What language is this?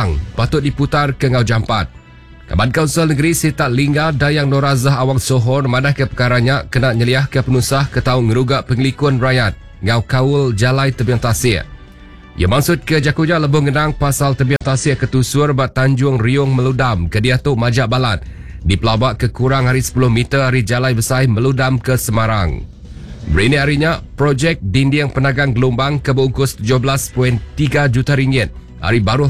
Iban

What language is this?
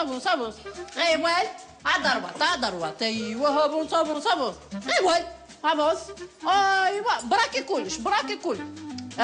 Kabyle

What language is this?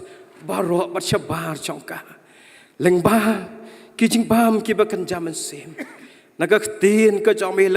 Khasi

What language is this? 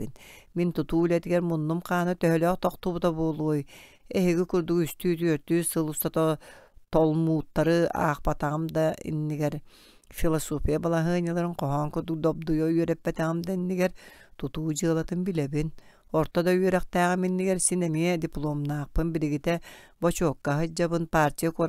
Yakut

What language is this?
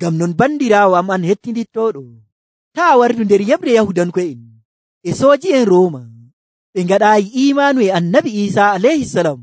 Nigerian Fulfulde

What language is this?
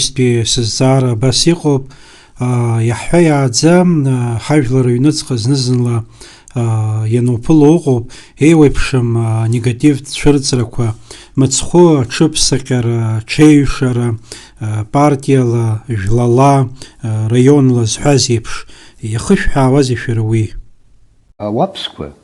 Abkhazian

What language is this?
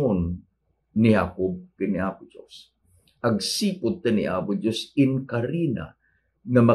Iloko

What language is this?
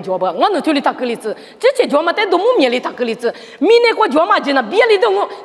Lisu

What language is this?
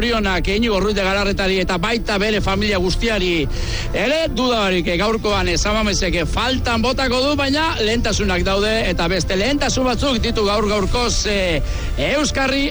Basque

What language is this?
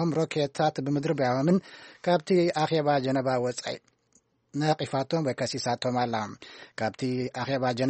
Tigrinya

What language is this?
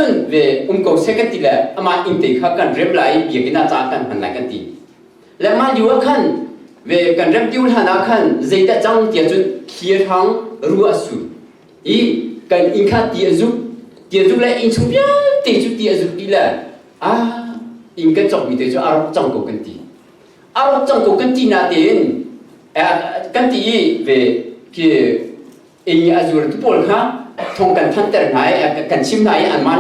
Hakha Chin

